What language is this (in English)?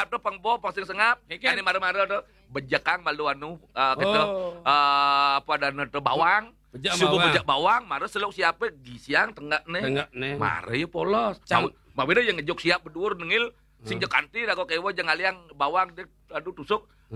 Balinese